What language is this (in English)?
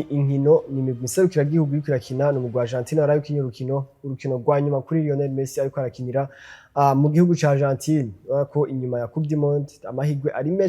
Rundi